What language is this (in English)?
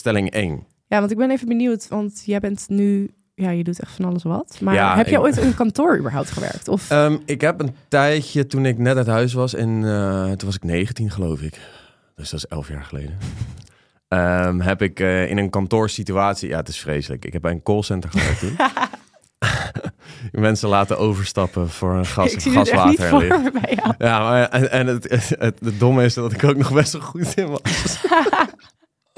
Dutch